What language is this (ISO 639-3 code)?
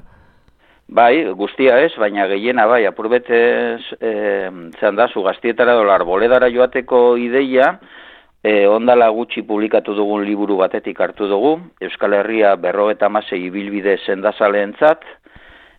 eus